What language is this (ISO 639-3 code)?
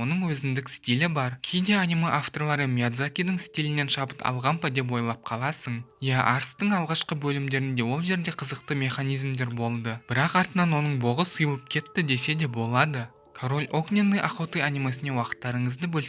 kaz